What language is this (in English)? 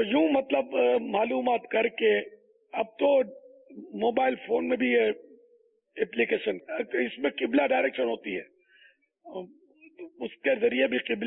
Urdu